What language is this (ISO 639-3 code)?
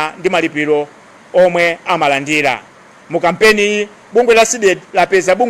nya